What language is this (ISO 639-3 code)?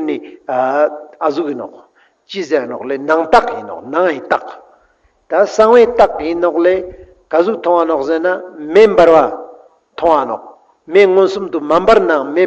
lbj